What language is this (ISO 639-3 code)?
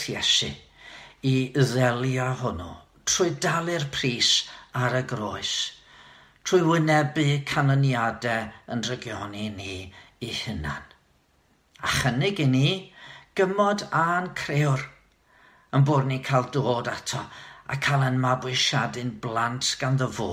cym